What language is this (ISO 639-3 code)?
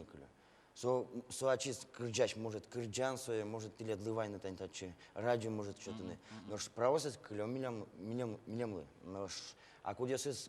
udm